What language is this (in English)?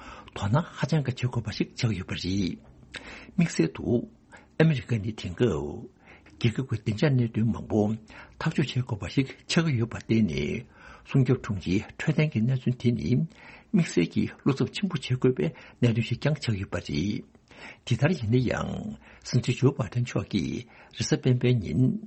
Tibetan